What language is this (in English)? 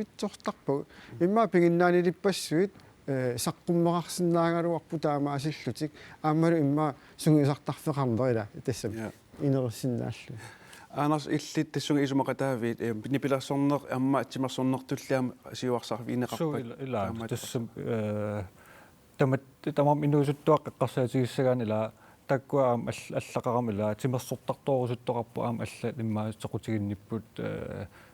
Kalaallisut